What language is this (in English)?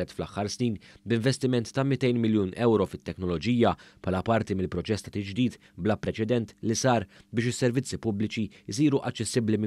Maltese